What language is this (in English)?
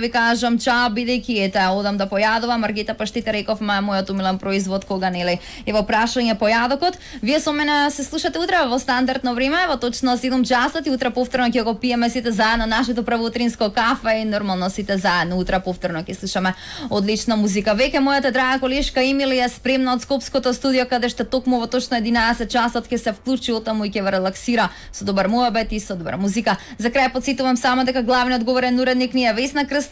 Macedonian